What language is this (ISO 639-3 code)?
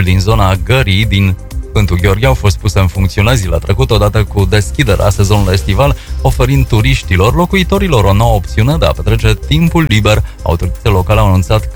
ron